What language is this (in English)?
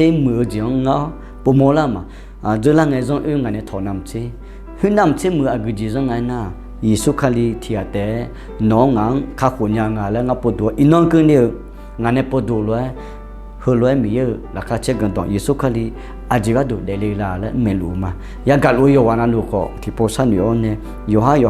Akha